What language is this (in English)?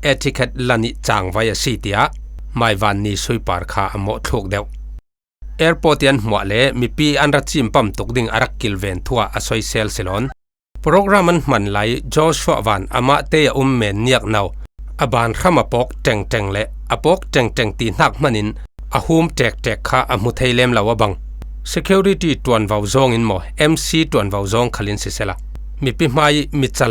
Falam Chin